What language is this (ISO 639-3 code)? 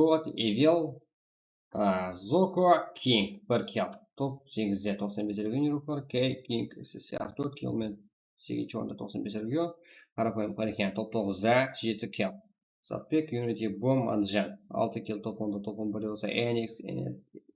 kaa